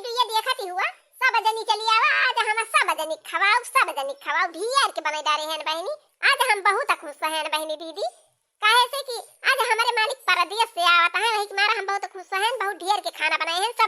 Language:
Awadhi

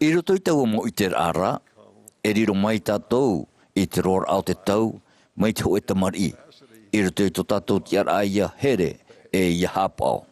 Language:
Tahitian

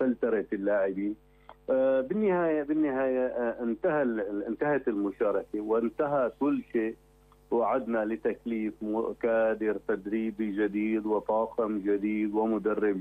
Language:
North Levantine Arabic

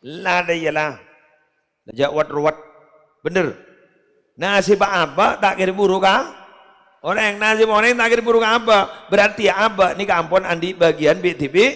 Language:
Madurese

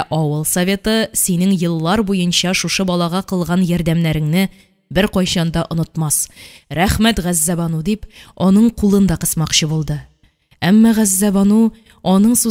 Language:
Tatar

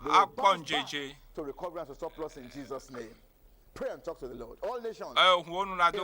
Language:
Ewe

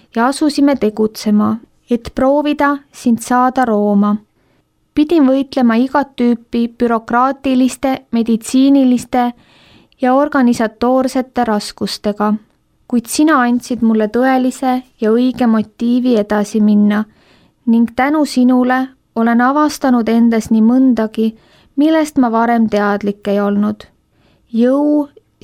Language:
Estonian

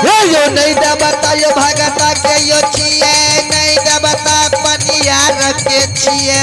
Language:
Maithili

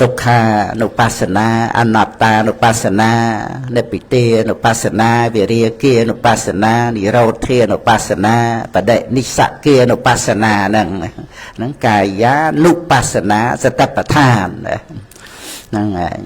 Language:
Khmer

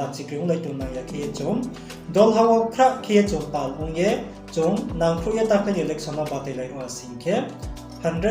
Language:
Riang (India)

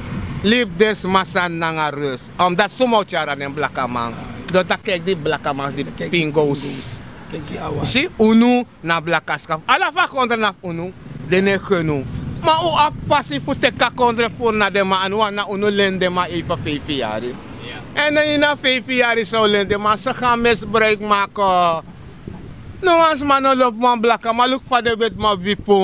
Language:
Sranan Tongo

